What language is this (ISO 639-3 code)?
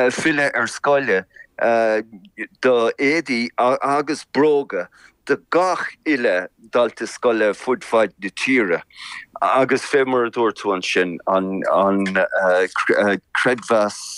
gle